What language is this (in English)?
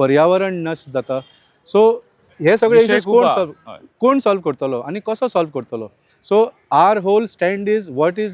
Konkani